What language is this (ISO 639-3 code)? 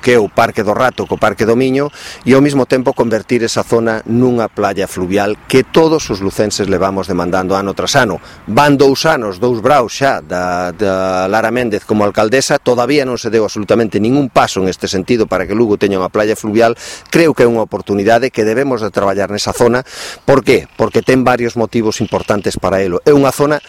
glg